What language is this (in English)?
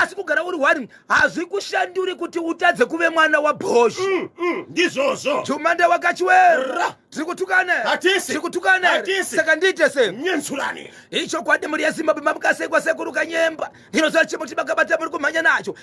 Shona